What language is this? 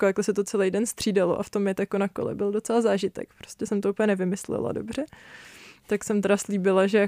Czech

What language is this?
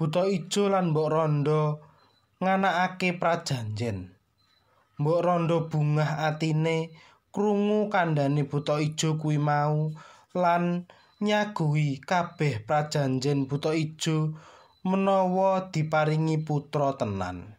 Javanese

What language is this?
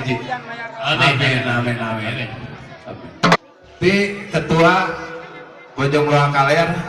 Sundanese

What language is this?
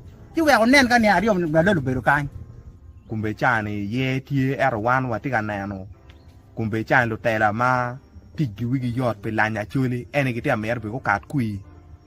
Acoli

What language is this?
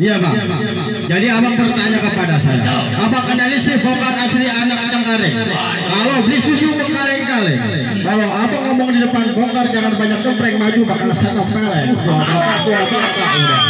Betawi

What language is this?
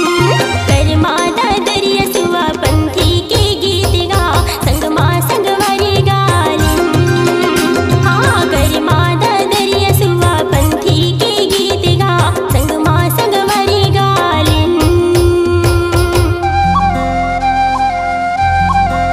Chhattisgarhi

